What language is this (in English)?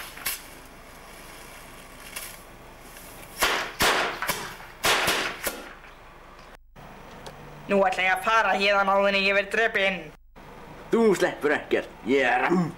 Icelandic